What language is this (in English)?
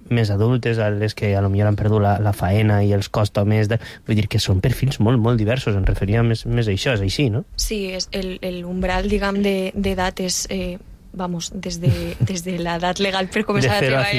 Catalan